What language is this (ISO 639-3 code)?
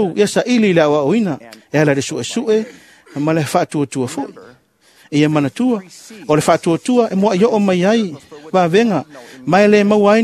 smo